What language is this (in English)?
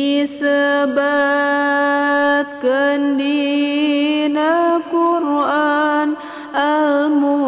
Sundanese